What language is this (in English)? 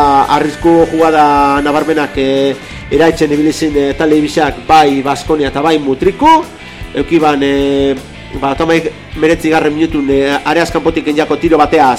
Basque